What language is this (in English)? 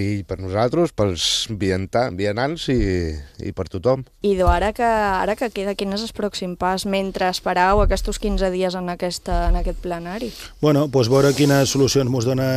Catalan